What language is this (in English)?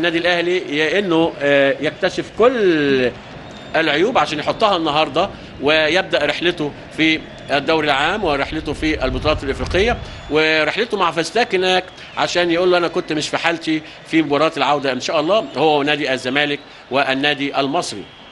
Egyptian Arabic